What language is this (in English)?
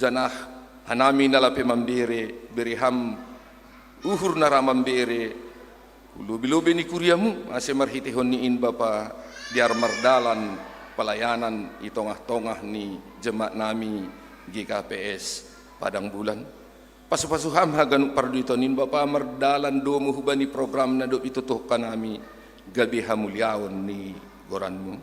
Batak Simalungun